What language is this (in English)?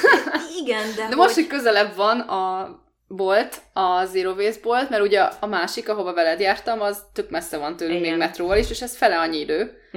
Hungarian